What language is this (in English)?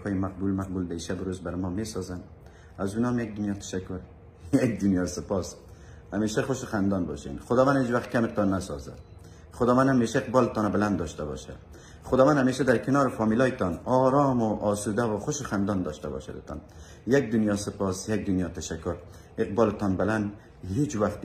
Persian